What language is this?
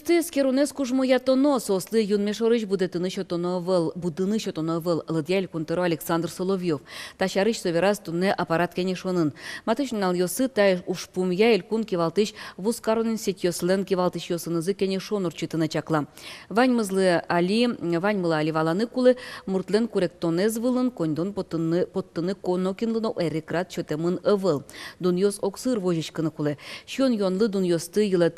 Udmurt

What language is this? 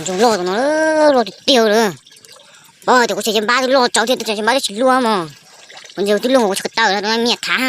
Hmong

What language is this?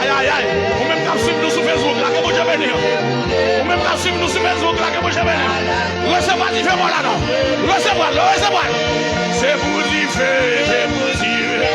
Haitian Creole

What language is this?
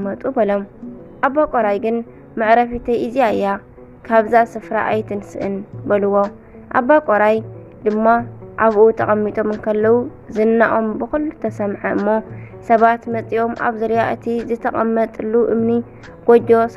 Tigrinya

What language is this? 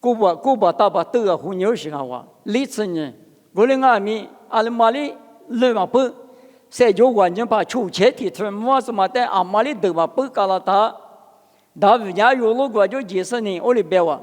Lisu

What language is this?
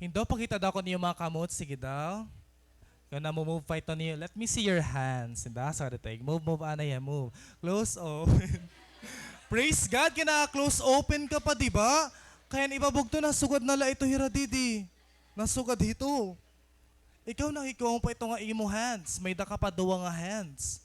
Waray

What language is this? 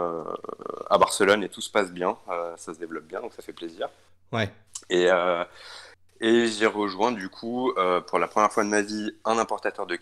French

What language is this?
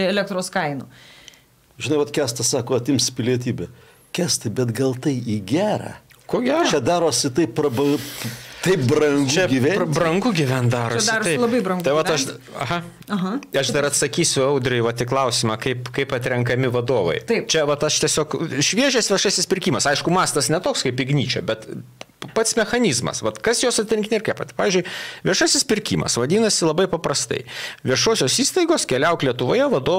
Lithuanian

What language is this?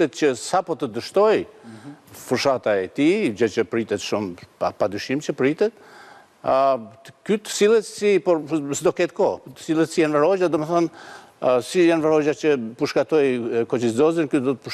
Albanian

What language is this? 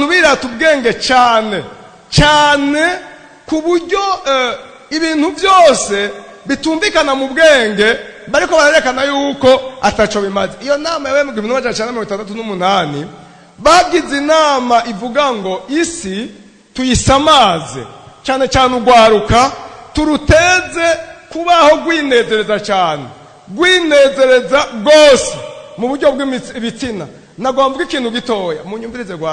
Rundi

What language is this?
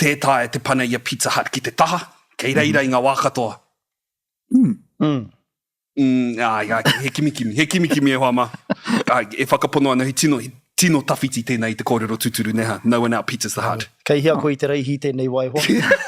Māori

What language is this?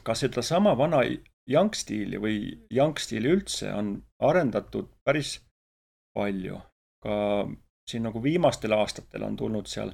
Estonian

